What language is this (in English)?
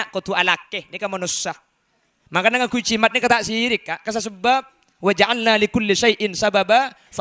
Madurese